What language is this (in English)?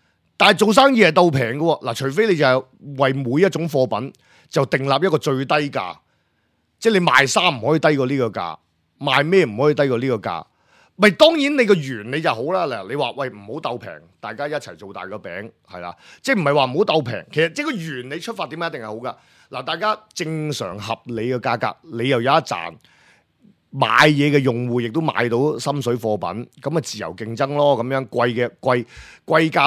Cantonese